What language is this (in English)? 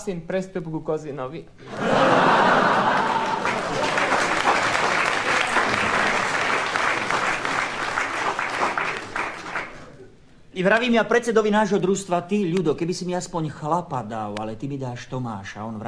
Slovak